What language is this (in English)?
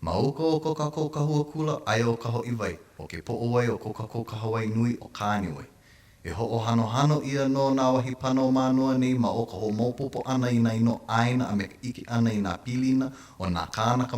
Hawaiian